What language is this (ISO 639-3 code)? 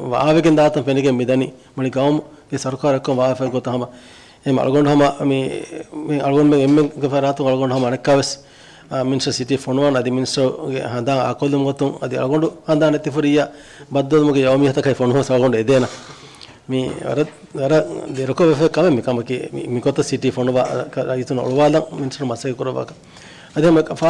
div